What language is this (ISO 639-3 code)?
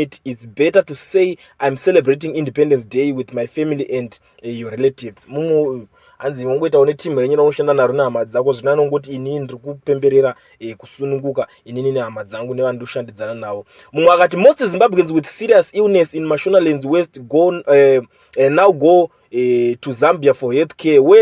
sna